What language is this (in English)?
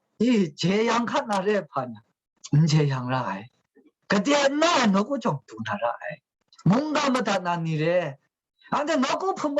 Kachin